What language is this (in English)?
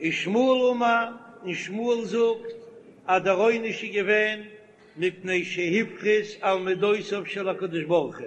Yiddish